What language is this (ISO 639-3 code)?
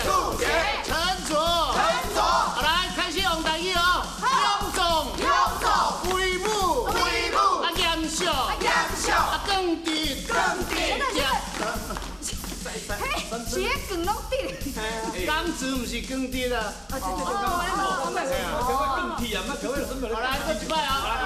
nan